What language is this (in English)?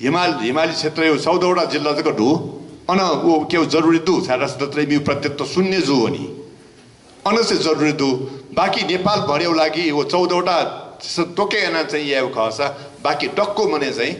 Newari